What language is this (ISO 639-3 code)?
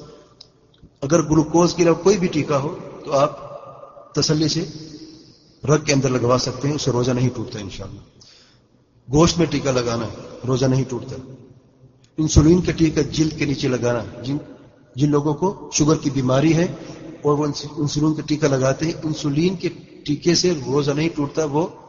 urd